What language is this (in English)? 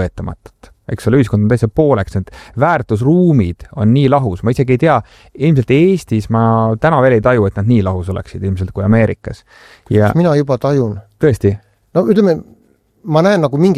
Estonian